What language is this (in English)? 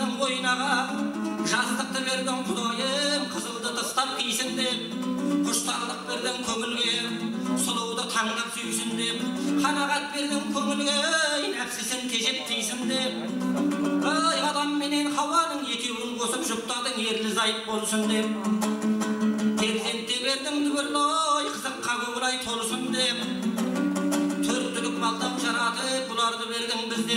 Kazakh